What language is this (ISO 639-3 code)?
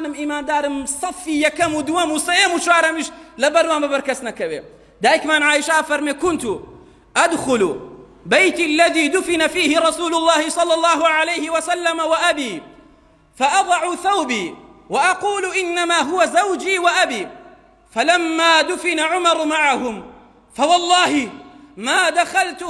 ckb